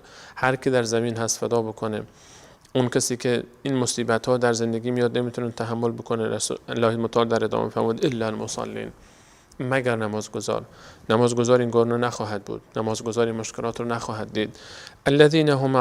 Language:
Persian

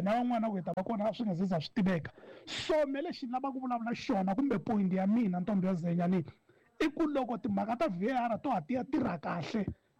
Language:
Tsonga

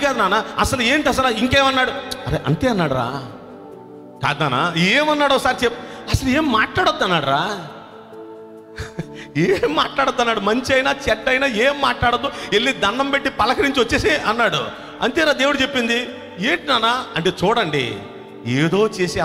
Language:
Telugu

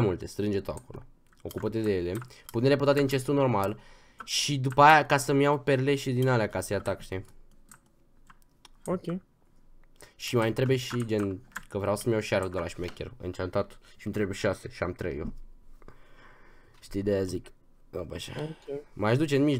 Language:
Romanian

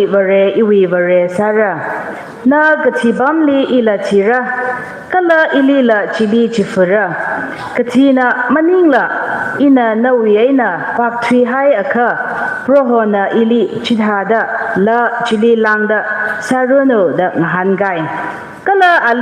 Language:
Tangkhul Naga (India)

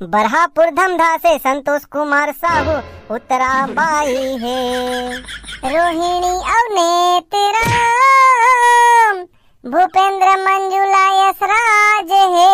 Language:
Chhattisgarhi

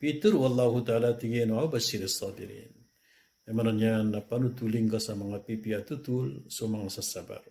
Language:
Maranao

